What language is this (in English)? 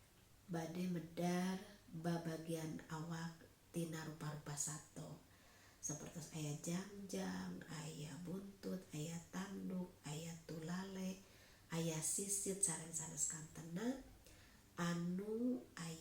Sundanese